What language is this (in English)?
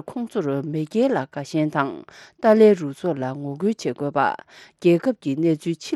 Tibetan